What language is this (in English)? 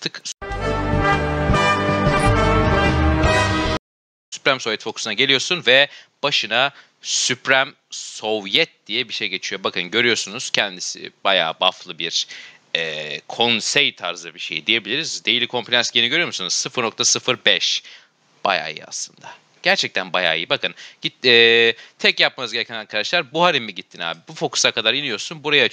Turkish